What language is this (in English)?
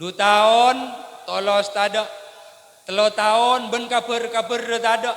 Madurese